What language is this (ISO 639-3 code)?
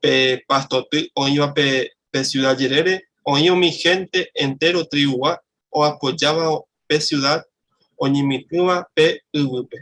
grn